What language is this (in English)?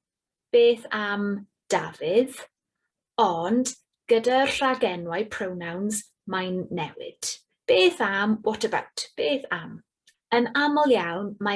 Welsh